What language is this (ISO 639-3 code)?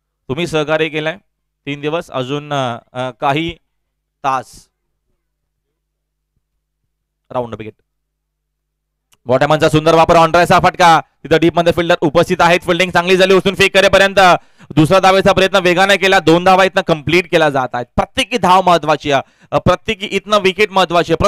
mar